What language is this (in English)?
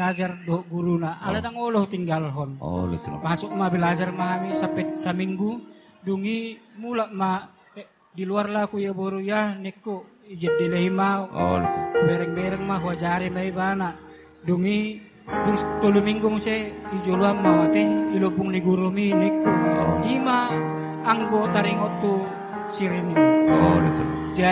Batak Toba